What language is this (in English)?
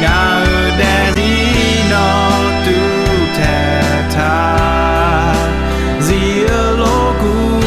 Akha